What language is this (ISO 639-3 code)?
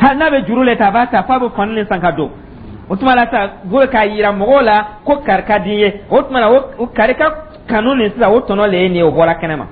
dyu